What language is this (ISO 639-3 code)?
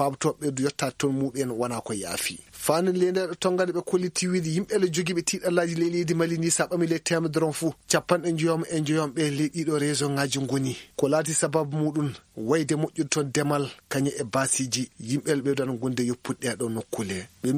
ful